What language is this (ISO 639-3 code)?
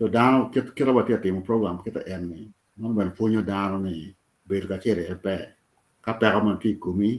ach